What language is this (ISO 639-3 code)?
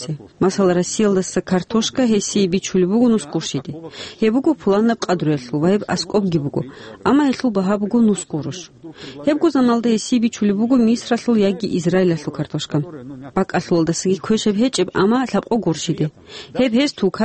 ava